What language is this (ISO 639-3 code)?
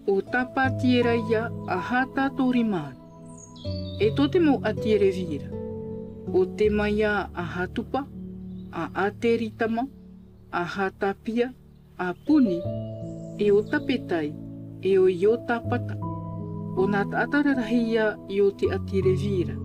tah